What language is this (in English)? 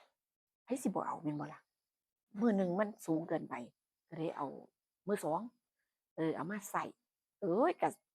Northeastern Thai